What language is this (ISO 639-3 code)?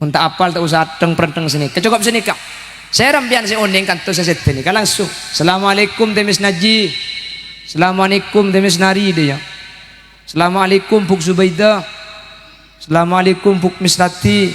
mad